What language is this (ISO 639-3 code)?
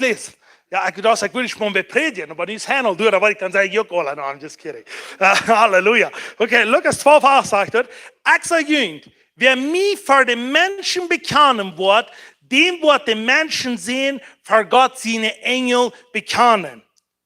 pdt